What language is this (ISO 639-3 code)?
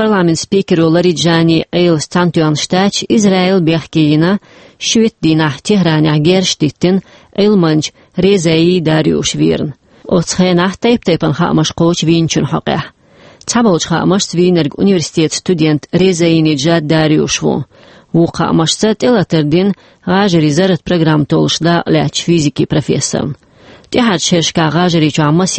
che